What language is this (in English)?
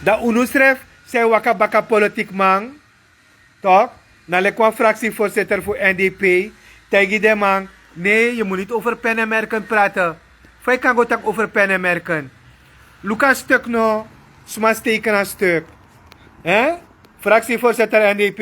Sranan Tongo